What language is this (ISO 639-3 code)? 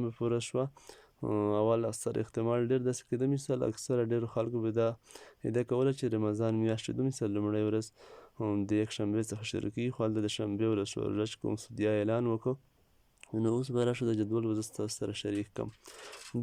pus